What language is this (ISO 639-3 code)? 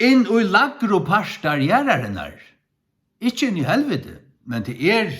fao